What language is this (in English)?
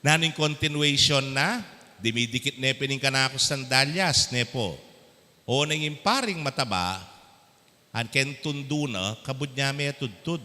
Pampanga